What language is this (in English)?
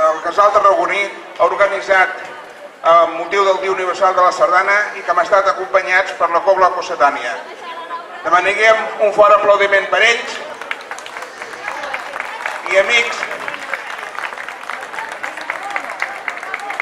Catalan